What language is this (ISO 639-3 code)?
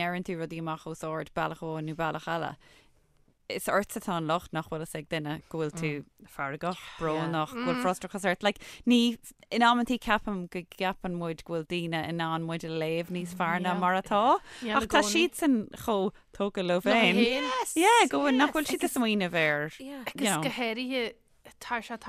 gle